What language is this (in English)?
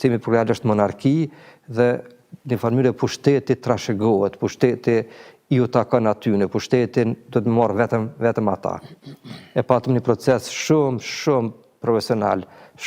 Albanian